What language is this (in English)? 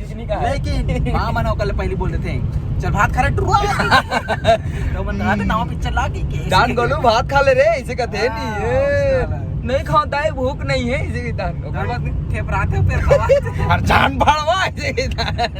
Chhattisgarhi